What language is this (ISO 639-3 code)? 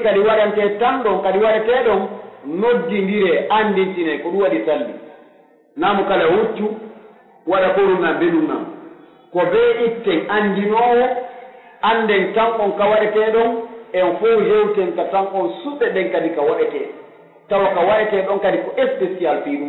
fuf